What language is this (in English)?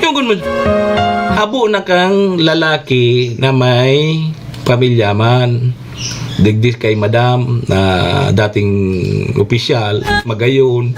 Bikol